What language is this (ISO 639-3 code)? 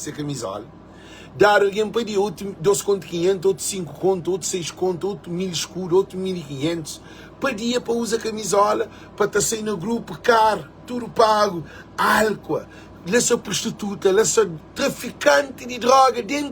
kea